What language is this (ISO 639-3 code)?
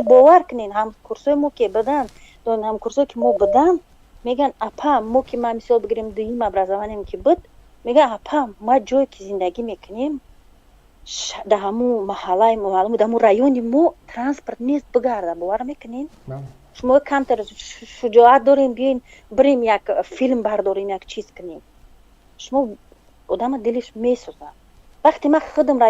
tgk